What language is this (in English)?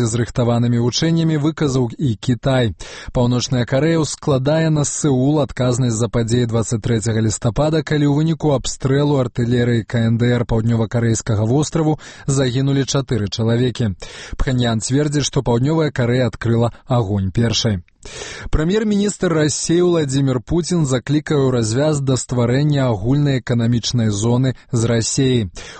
Belarusian